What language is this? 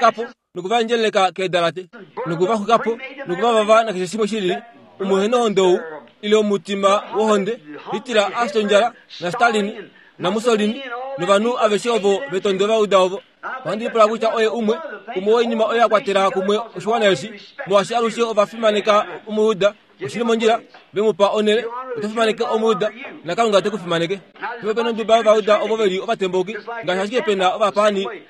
Kuanyama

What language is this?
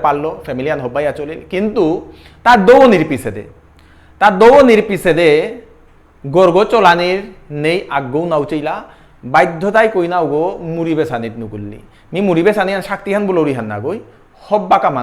Bishnupriya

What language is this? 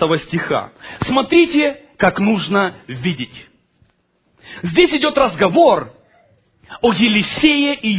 Russian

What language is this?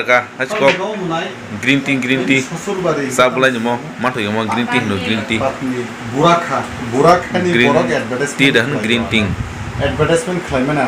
Kok Borok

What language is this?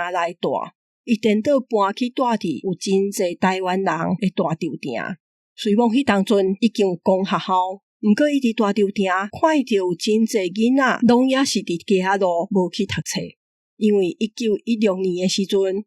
Min Nan Chinese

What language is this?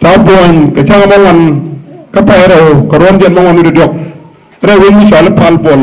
Nuer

